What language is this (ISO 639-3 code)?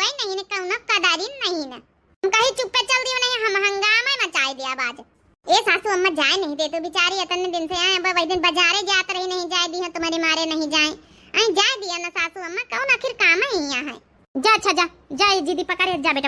awa